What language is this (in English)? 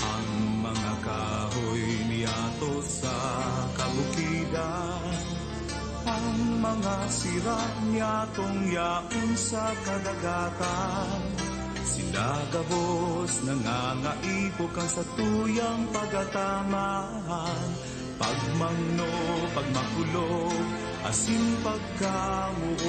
Bikol